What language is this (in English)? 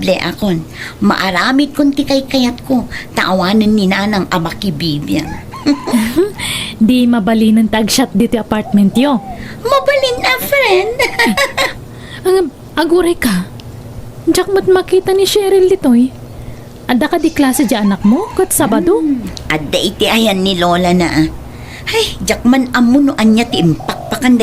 Iloko